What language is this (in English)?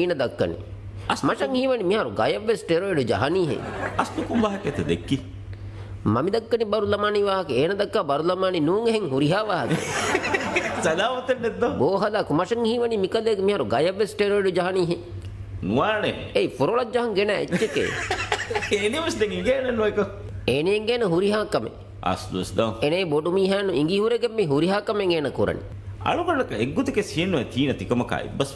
Divehi